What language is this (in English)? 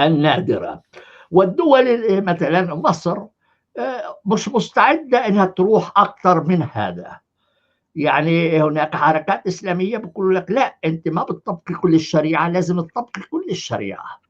North Levantine Arabic